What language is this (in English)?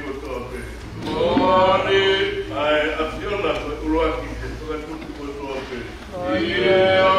Tongan